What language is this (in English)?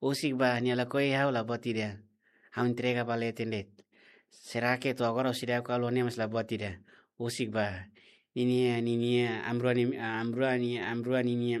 Tetum